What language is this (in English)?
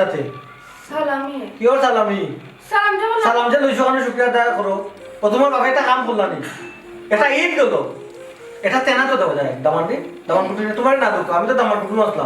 Sylheti